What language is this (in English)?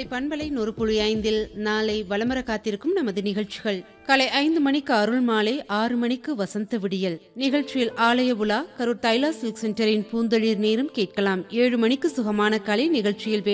Tamil